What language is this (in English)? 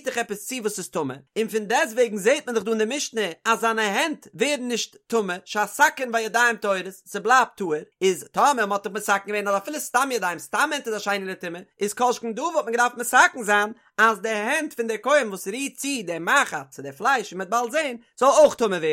Yiddish